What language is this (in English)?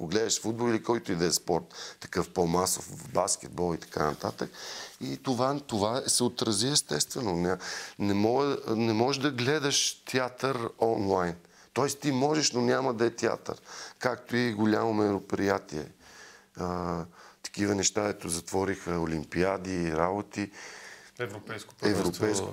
Bulgarian